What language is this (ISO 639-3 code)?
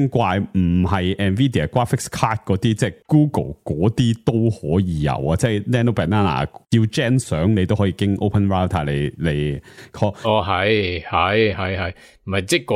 yue